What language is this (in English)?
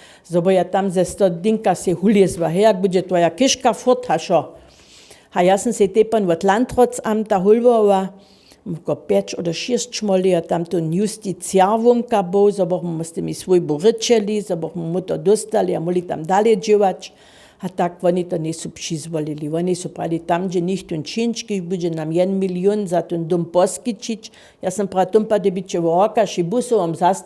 Upper Sorbian